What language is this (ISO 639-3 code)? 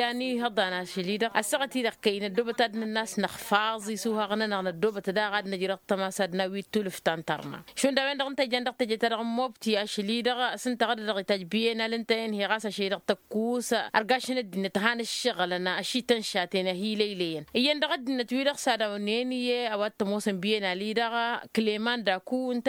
taq